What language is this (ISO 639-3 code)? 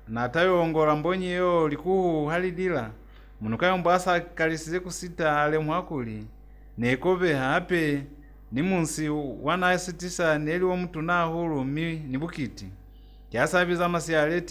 loz